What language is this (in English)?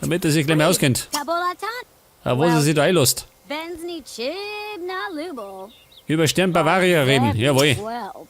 Bavarian